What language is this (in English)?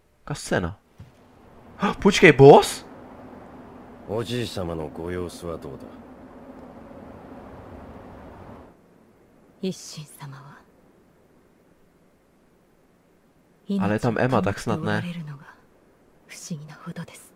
Czech